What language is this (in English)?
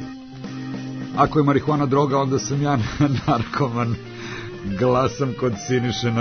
Serbian